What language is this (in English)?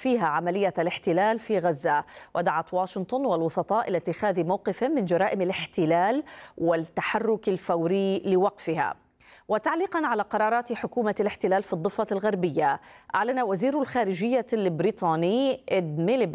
Arabic